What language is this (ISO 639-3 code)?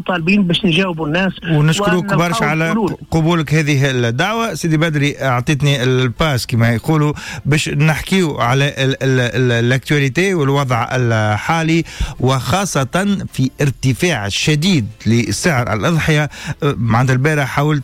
aeb